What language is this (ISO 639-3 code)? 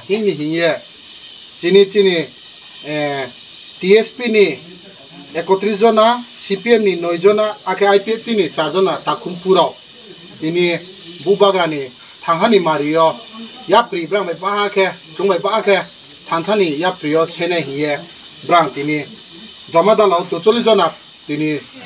ria